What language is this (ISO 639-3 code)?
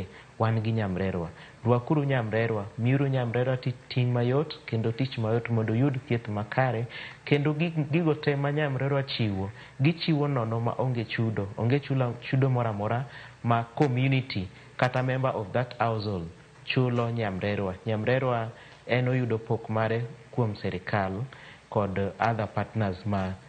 luo